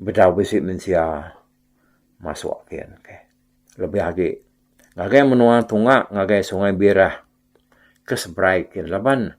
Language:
Iban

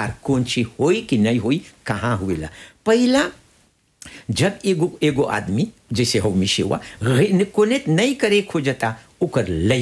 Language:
Bhojpuri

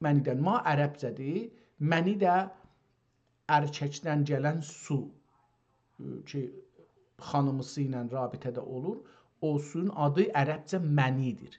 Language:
South Azerbaijani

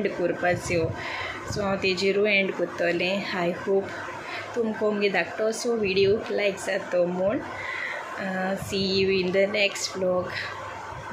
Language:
Konkani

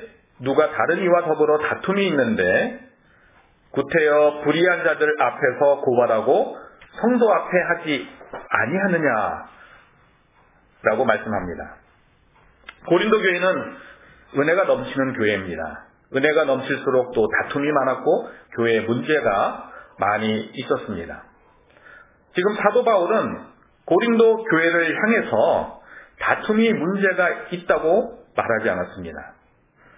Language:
Korean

